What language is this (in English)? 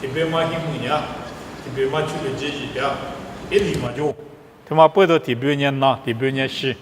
Lisu